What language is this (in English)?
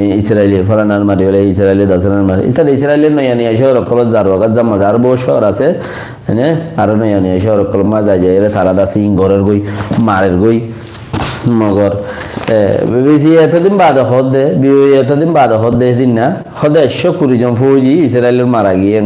Rohingya